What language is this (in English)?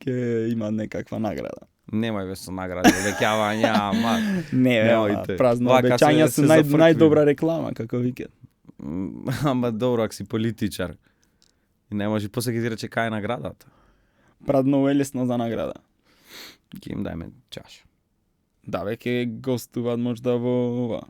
Macedonian